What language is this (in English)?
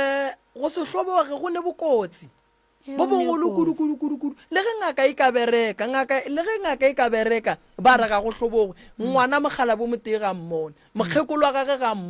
Northern Sotho